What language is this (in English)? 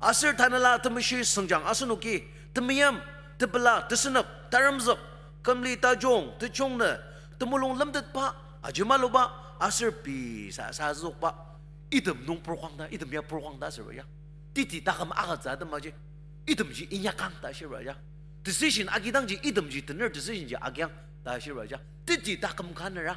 Ao Naga